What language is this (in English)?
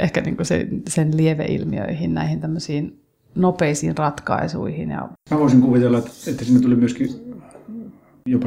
Finnish